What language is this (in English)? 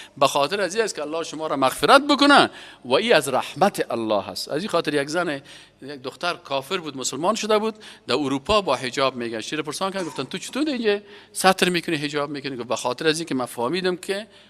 Persian